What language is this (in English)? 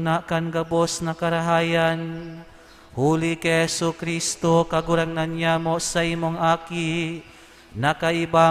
Bikol